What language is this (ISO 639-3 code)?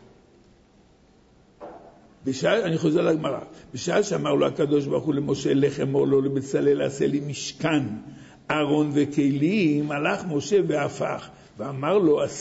heb